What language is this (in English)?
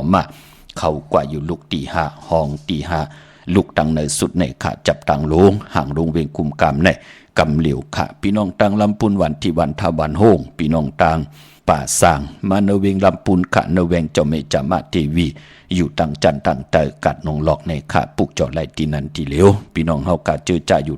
Shan